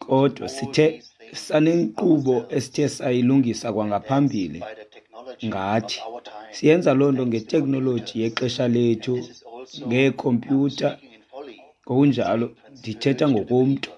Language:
Xhosa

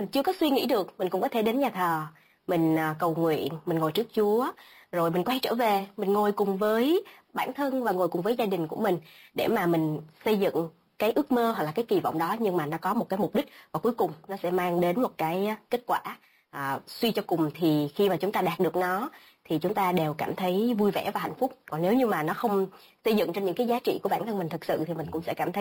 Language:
Vietnamese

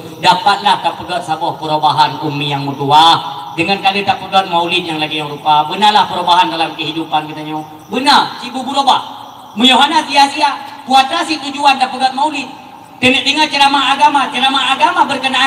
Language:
Achinese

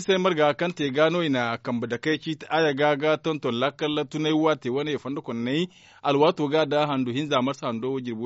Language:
Zarma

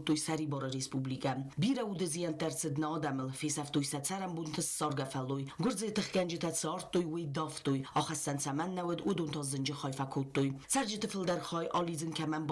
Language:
Ossetic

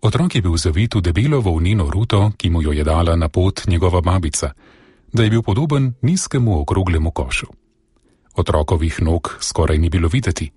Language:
Slovenian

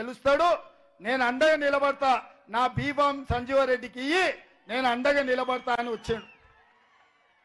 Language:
Telugu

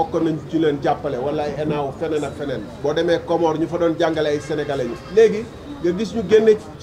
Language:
Wolof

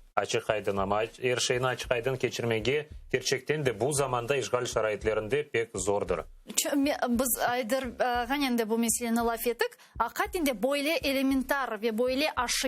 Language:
Crimean Tatar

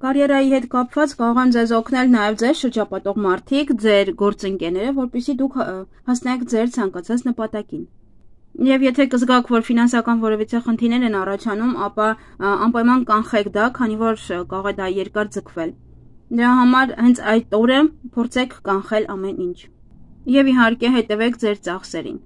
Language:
Armenian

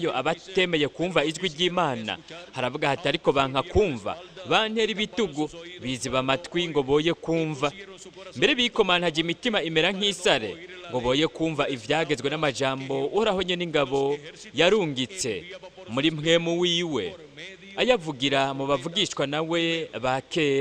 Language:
Rundi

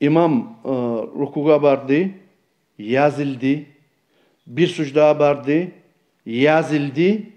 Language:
Kumyk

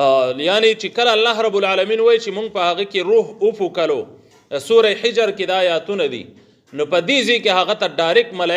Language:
Pashto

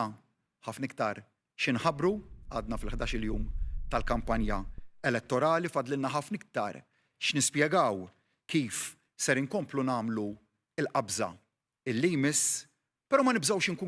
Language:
Maltese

